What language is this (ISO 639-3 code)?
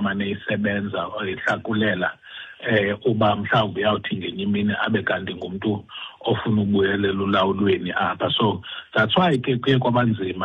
xho